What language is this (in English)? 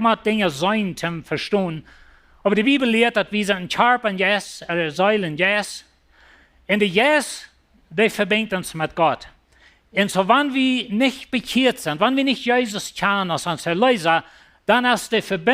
Plautdietsch